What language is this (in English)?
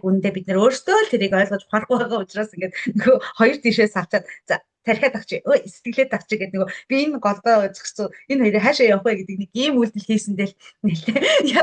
Mongolian